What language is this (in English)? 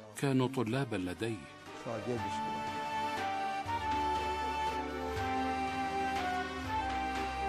Arabic